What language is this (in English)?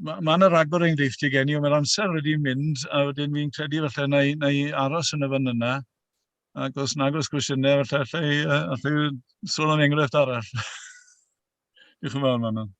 Welsh